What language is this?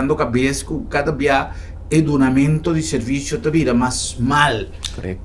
Papiamento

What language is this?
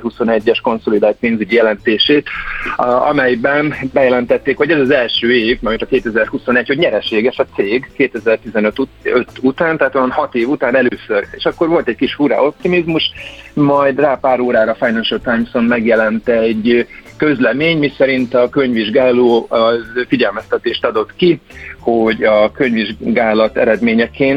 Hungarian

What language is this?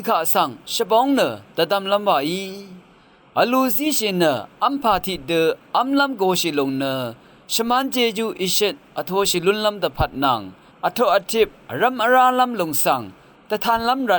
Rawang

